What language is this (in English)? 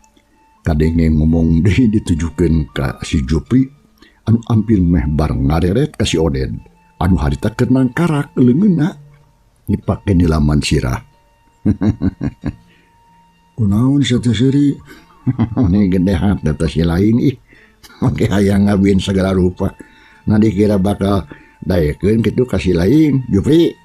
Sundanese